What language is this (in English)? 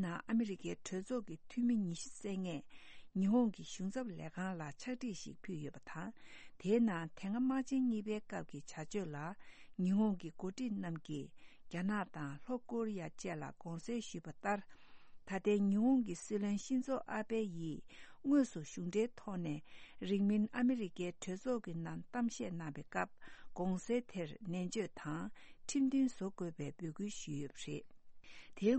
Tibetan